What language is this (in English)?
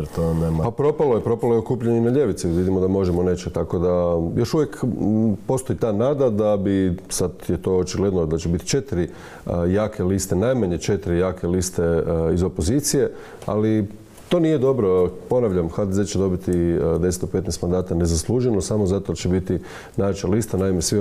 Croatian